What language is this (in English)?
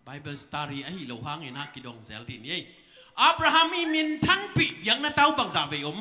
Tedim Chin